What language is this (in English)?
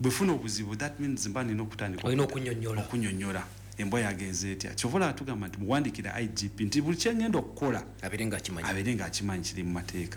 Ganda